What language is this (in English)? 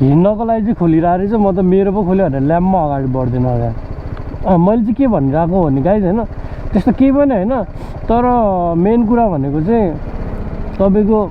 Nepali